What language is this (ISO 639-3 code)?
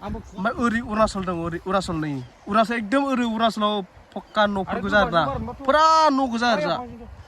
brx